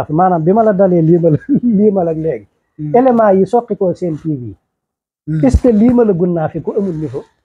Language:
Wolof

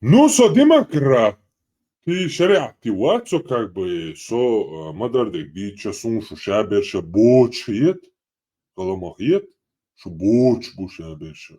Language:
Chechen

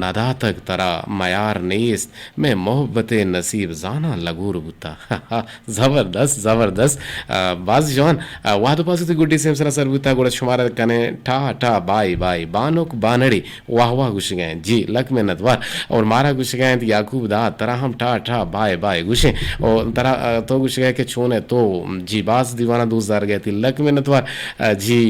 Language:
Eastern Balochi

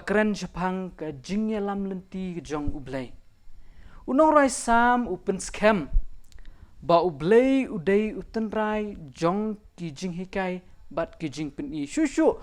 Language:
Khasi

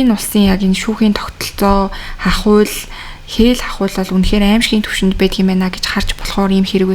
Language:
Mongolian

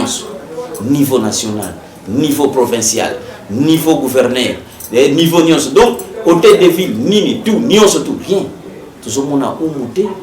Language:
Lingala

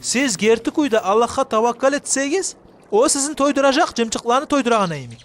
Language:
Kumyk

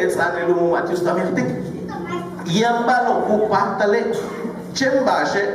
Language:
Yucateco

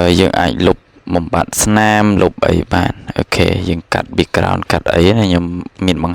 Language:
Khmer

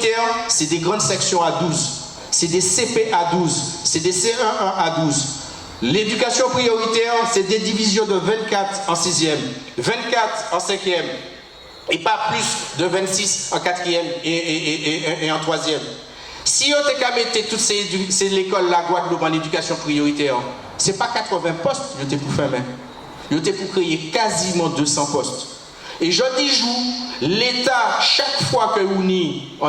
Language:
Guadeloupean Creole French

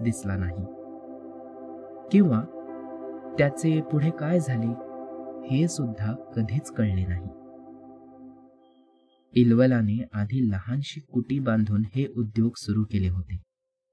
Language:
Marathi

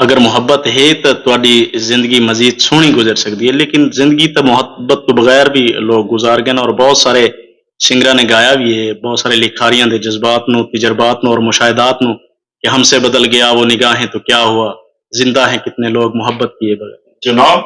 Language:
Saraiki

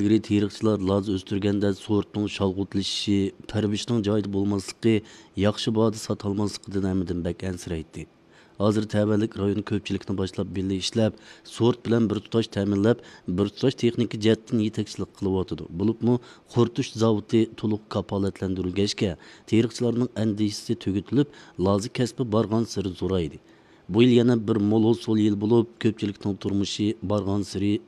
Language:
Uyghur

